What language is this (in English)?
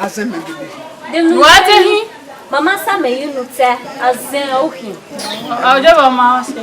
Bini